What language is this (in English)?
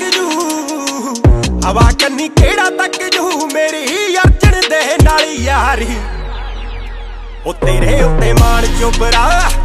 Punjabi